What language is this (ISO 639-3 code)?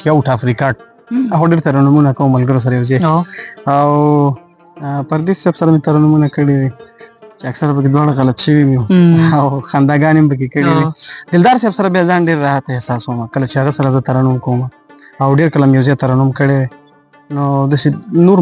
pus